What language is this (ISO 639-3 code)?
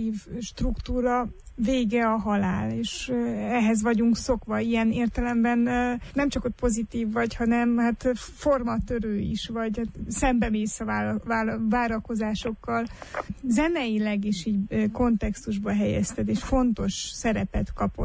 hun